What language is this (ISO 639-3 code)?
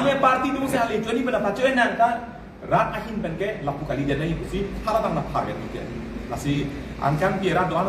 mjw